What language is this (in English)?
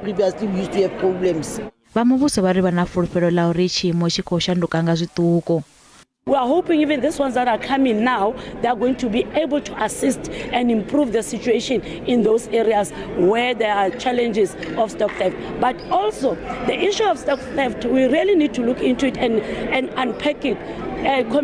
Venda